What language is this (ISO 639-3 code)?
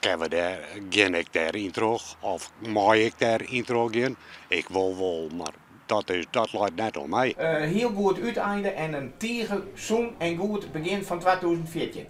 fry